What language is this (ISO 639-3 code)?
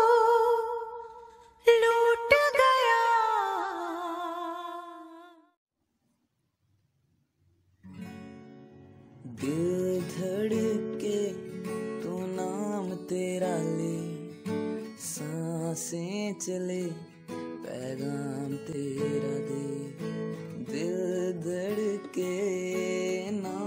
hin